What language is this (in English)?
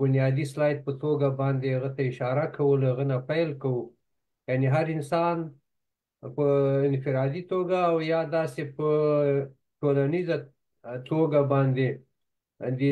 Pashto